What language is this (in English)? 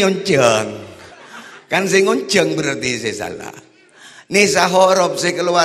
Madurese